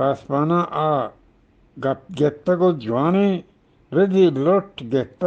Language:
Eastern Balochi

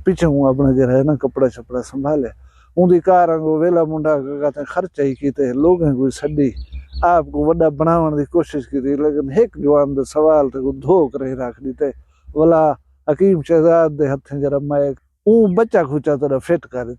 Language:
Saraiki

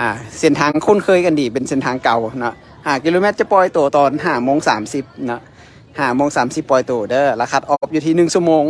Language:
Lao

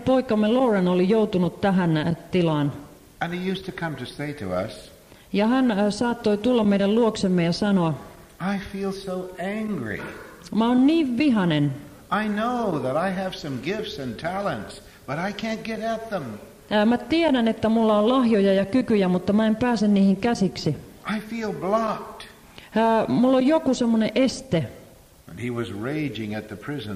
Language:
Finnish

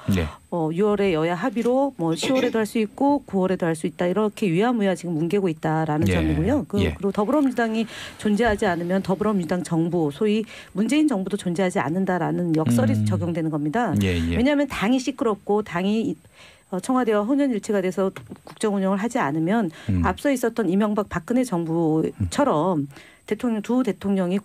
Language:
Korean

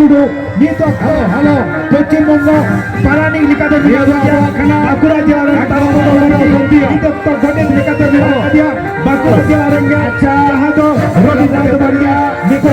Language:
Santali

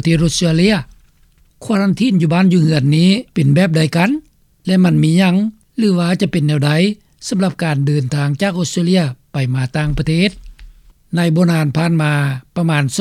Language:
Lao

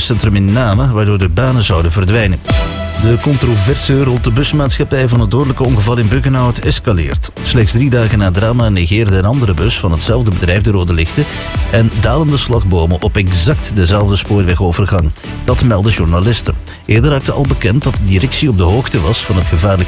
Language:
Dutch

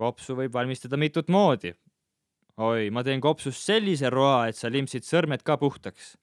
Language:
Estonian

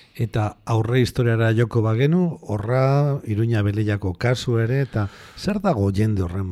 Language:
Basque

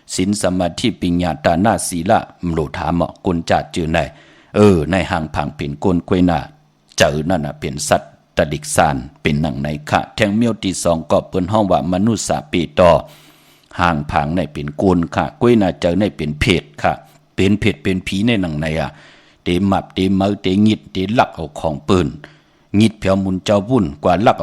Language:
Shan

